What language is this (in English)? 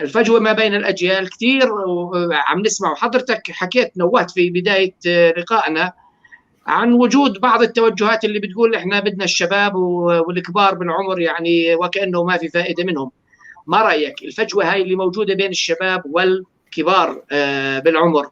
North Levantine Arabic